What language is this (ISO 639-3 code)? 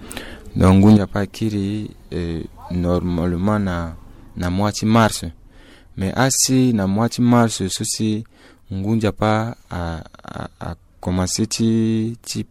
sag